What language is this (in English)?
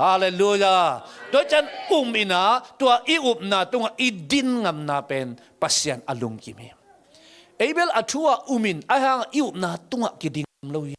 Tedim Chin